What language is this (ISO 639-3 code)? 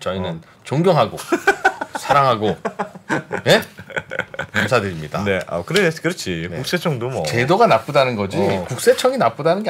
kor